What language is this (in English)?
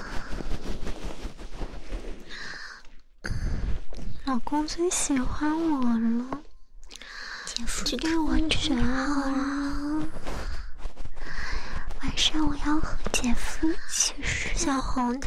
Chinese